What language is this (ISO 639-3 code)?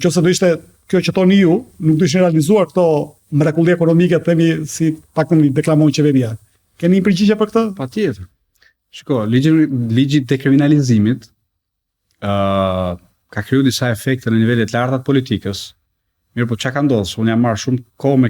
sqi